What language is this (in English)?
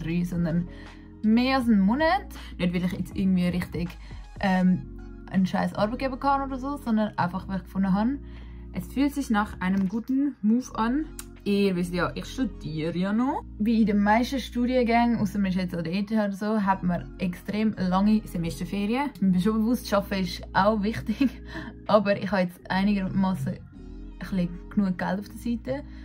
Swiss German